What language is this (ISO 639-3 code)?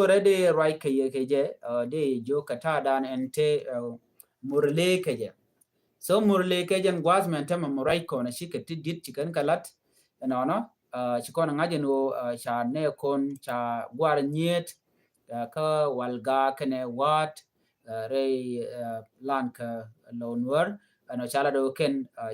nus